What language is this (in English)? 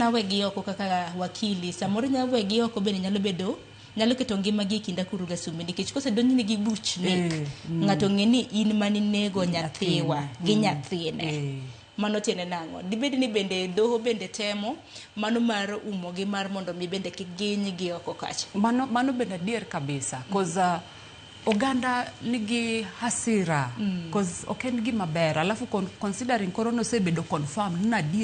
Luo (Kenya and Tanzania)